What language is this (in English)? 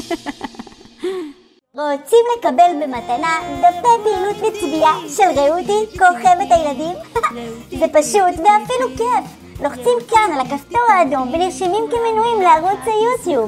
Hebrew